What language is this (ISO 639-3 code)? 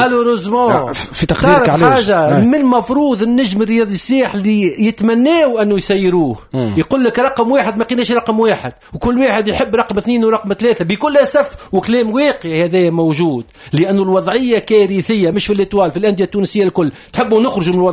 aeb